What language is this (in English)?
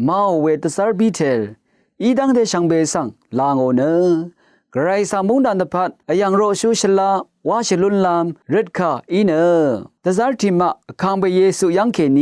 Rawang